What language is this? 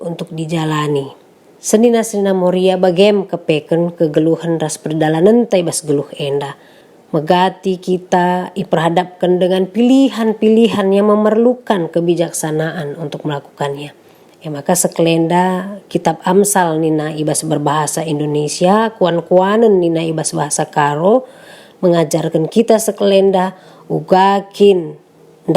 Batak Karo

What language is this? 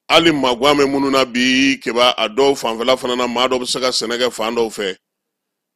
Bambara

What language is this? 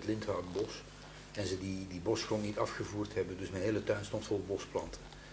Dutch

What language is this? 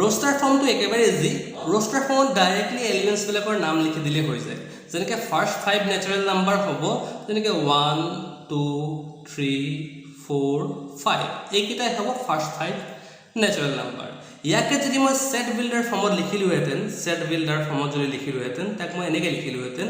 Assamese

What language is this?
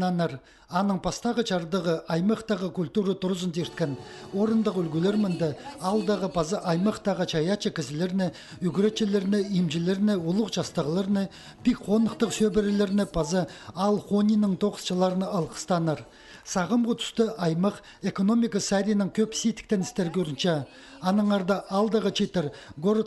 Khakas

